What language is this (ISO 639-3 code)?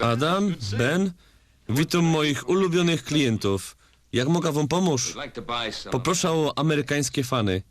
szl